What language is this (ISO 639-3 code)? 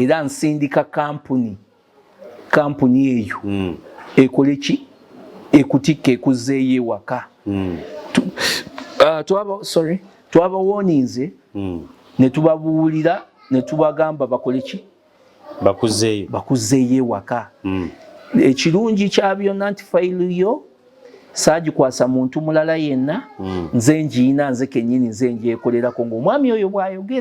lug